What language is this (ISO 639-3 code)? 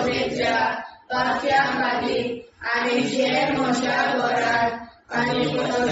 kok